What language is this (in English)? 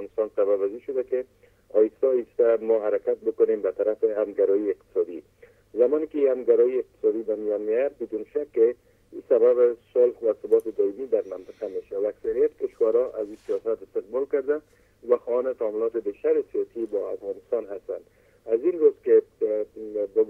Persian